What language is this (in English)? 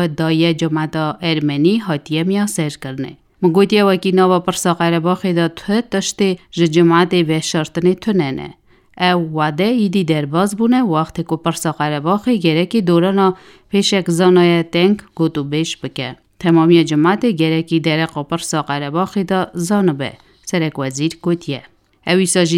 Kurdish